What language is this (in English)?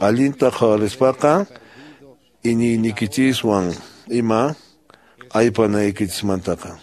Quechua